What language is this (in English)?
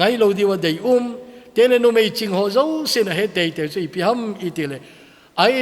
Thado Chin